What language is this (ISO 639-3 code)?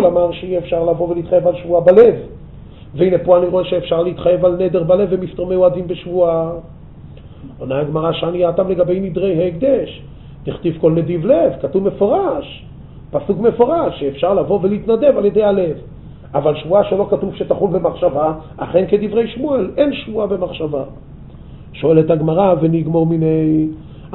heb